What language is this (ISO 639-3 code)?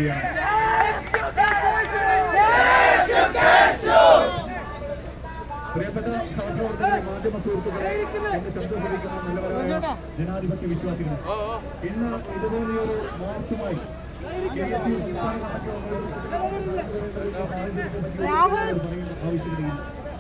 mal